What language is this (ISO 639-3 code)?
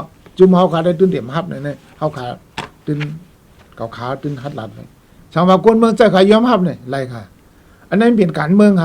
shn